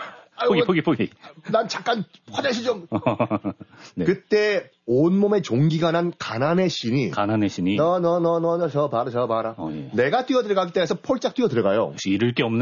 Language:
Korean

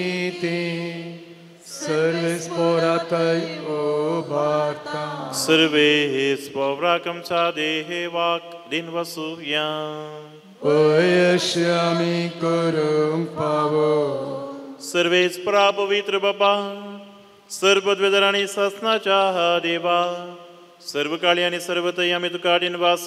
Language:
Konkani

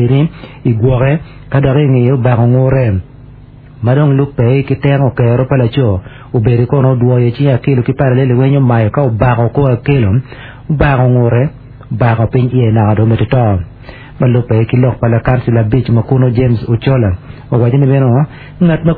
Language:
Acoli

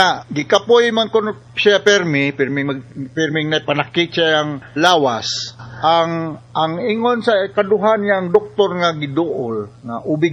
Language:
Cebuano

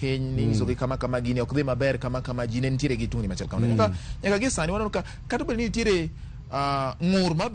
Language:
Luo (Kenya and Tanzania)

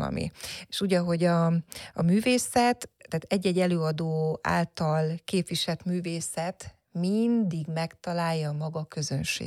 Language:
Hungarian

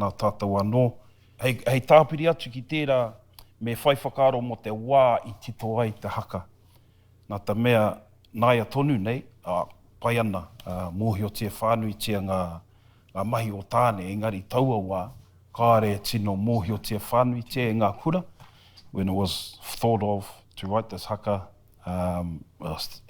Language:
Māori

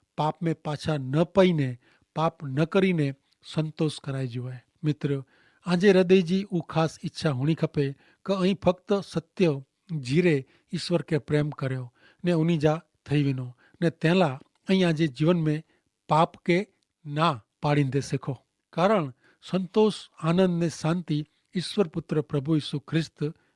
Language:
Kachhi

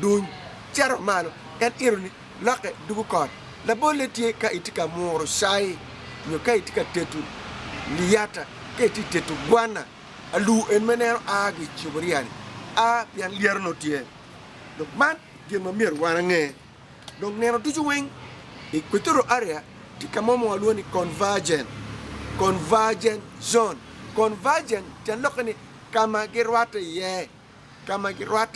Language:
Acoli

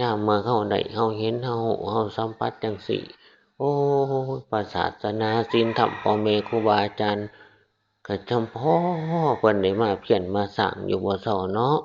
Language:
Northeastern Thai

